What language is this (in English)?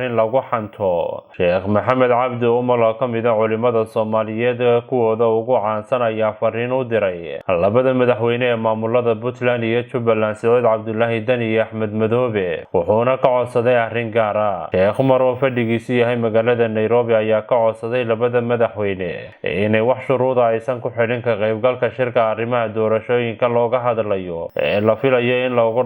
Somali